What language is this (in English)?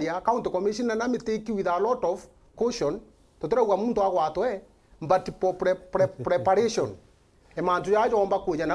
Meru